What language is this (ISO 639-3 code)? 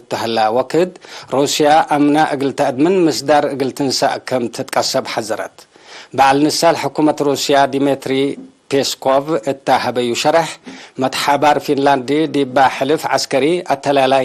tig